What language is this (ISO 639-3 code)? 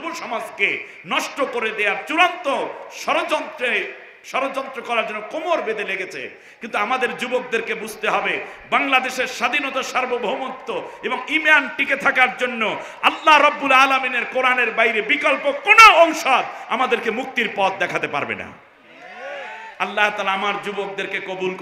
ben